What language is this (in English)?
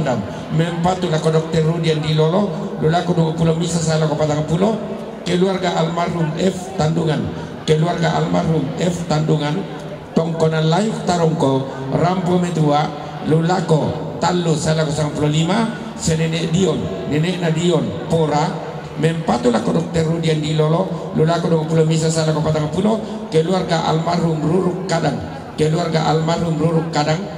Toraja-Sa'dan